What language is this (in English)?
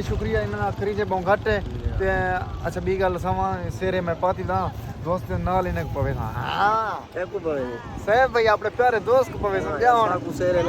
Saraiki